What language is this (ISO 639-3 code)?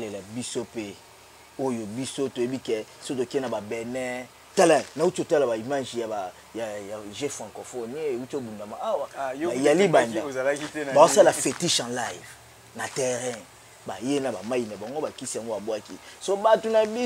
lin